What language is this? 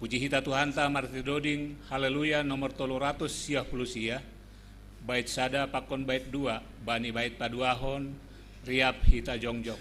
Batak Simalungun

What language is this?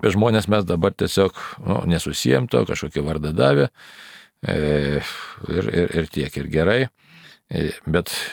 Lithuanian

